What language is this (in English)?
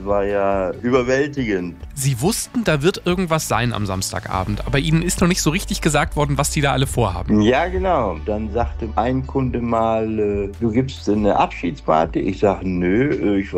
German